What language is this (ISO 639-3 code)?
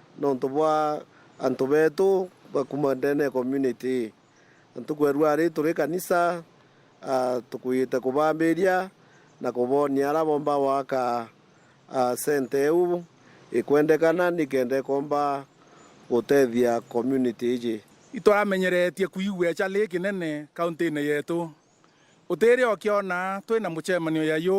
mer